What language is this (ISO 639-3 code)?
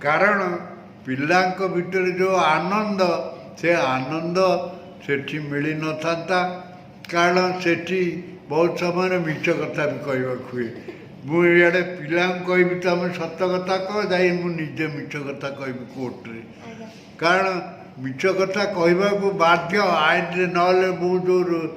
ori